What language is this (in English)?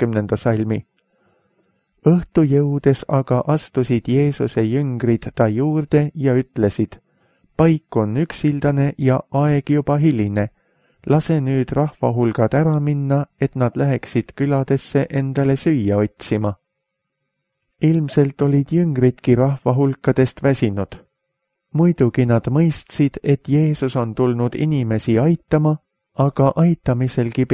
Estonian